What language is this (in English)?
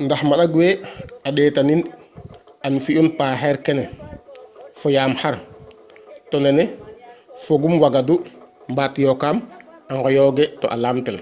Serer